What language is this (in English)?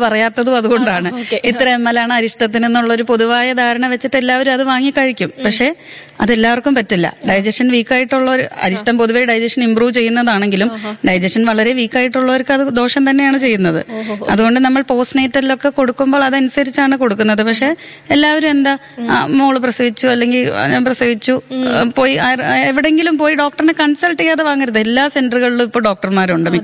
Malayalam